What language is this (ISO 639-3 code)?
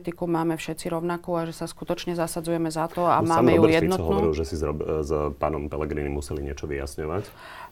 slk